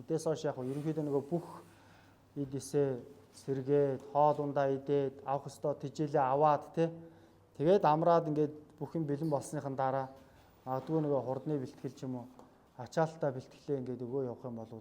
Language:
Mongolian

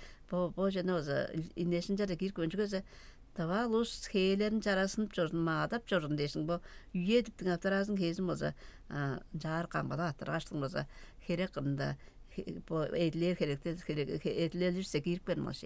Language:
Tuvinian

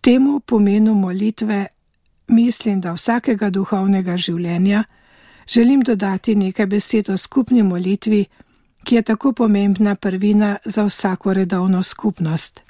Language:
Slovenian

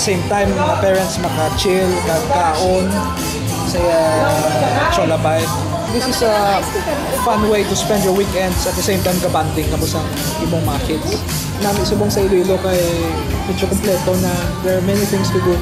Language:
Hiligaynon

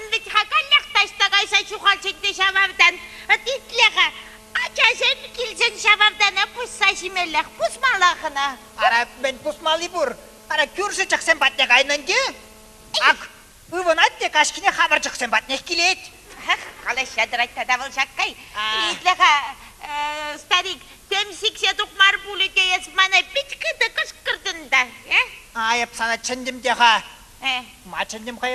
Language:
Chuvash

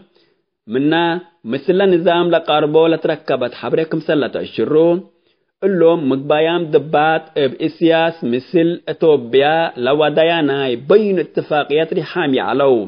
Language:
Tigre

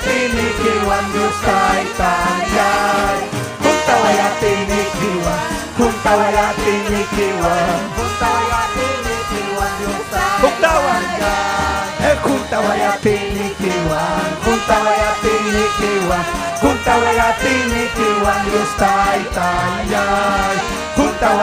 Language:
Ayacucho Quechua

